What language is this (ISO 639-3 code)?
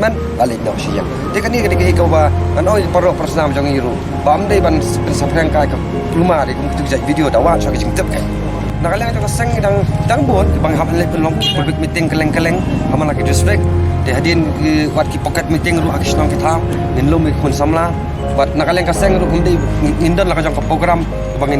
kha